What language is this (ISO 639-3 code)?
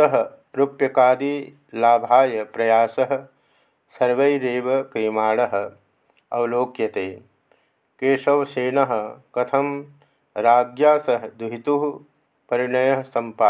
san